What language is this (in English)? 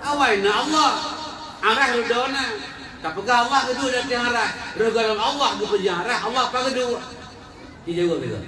Achinese